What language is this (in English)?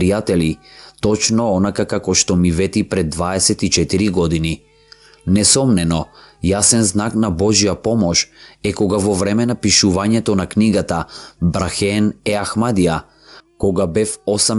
Macedonian